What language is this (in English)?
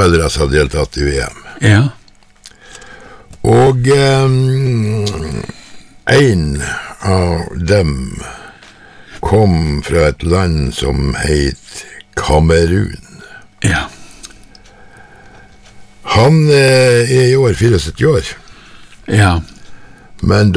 Norwegian